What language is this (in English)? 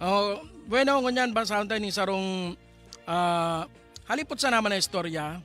Bikol